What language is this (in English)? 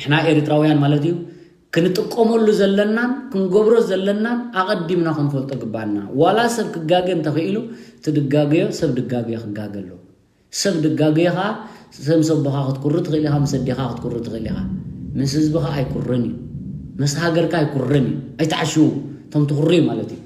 Tigrinya